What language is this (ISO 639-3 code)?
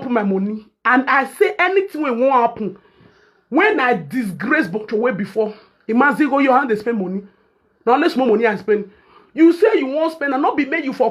pcm